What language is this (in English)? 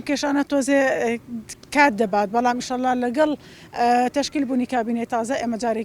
Central Kurdish